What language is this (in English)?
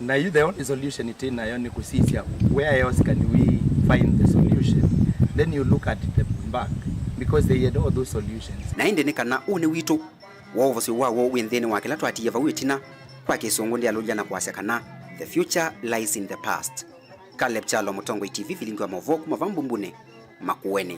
Kamba